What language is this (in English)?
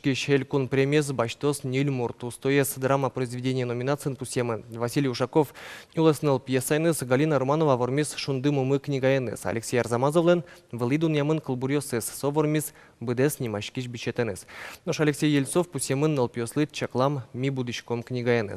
Udmurt